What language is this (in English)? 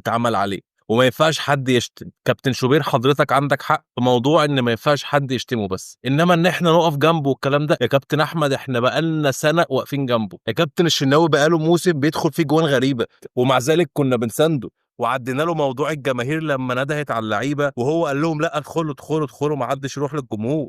Egyptian Arabic